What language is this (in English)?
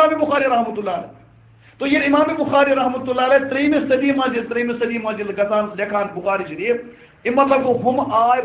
Kashmiri